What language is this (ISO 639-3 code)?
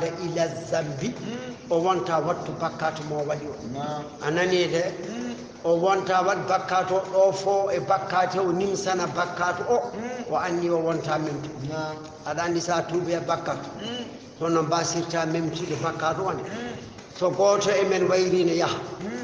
ful